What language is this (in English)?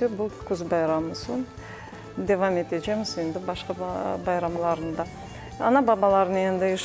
Crimean Tatar